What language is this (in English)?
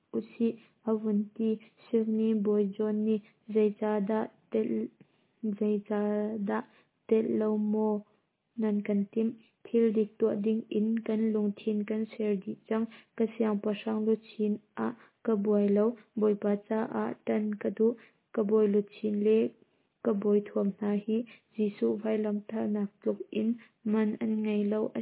Hakha Chin